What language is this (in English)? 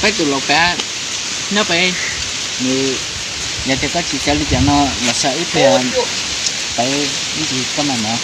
Hmong